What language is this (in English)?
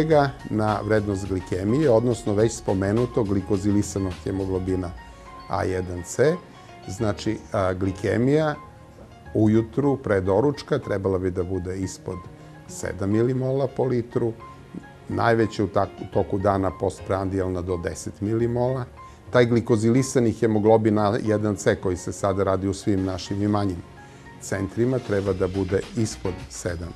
Serbian